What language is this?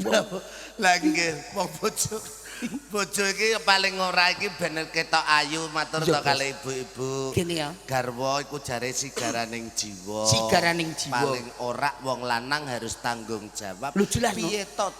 Javanese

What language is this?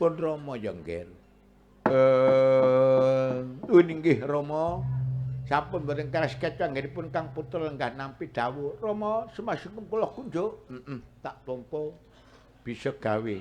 Javanese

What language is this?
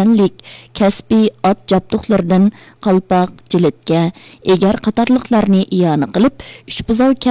Uyghur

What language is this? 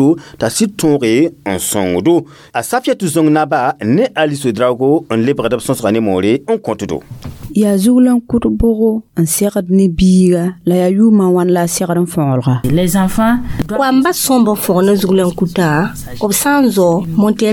Mossi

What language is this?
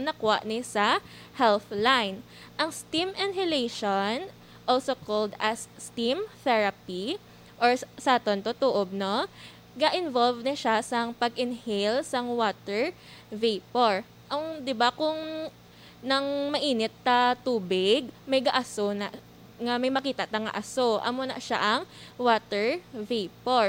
Hiligaynon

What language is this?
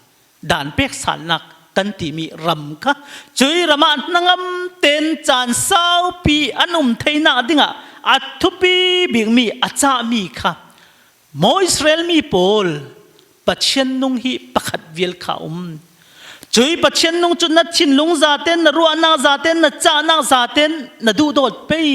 Falam Chin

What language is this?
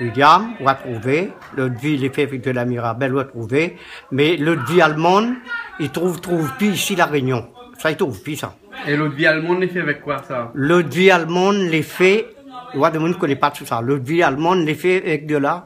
Réunion Creole French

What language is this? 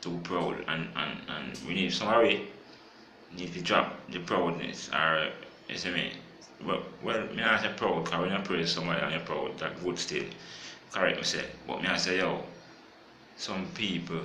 Jamaican Creole English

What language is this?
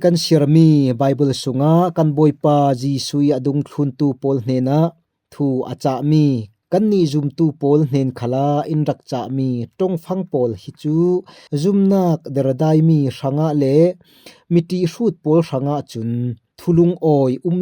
Falam Chin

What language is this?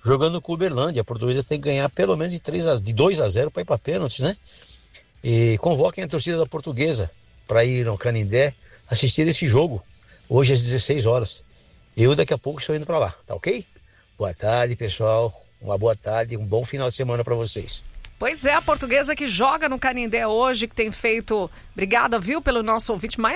Portuguese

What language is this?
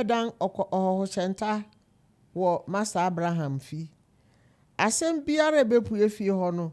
Akan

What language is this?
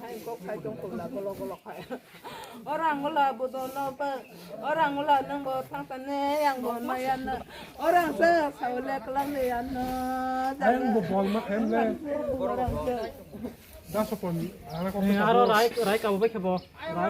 Kok Borok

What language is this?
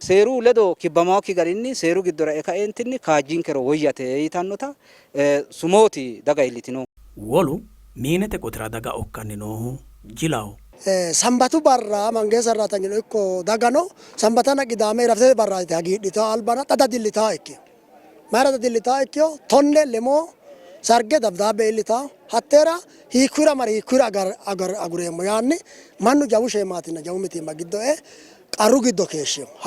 Sidamo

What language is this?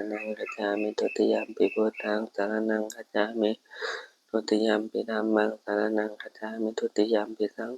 Pali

